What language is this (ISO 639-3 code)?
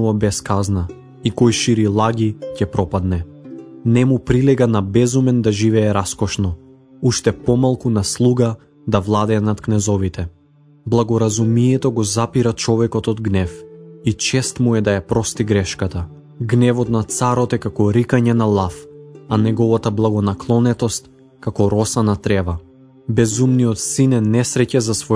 mkd